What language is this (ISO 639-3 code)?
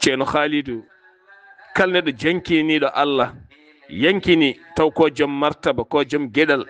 ful